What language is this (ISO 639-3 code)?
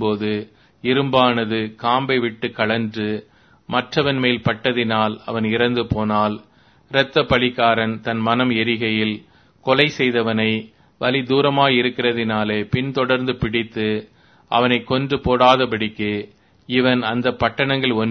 tam